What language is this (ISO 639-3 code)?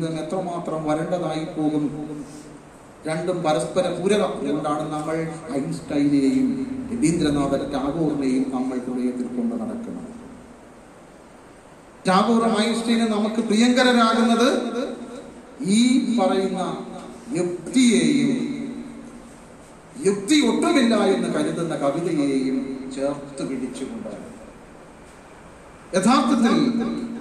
mal